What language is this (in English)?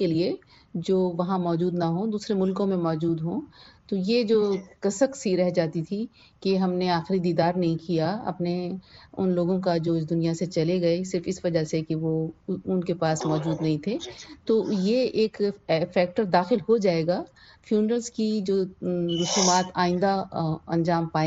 Urdu